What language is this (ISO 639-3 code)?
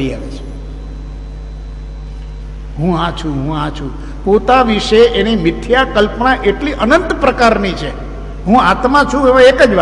guj